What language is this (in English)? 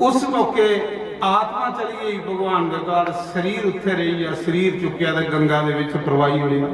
Dogri